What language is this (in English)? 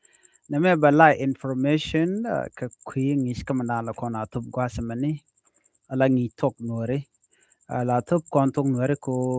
Nuer